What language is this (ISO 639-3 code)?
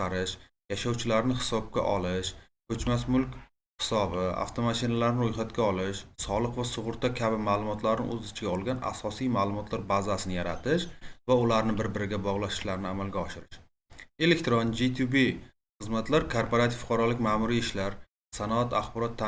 uzb